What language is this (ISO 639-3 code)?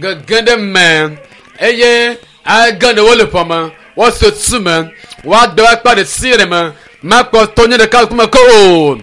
ewe